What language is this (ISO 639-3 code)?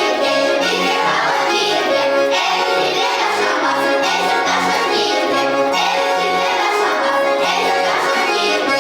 chv